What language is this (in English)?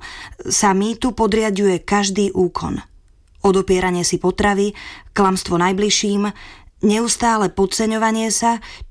Slovak